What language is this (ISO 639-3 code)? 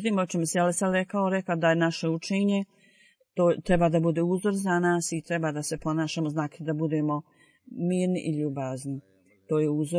bos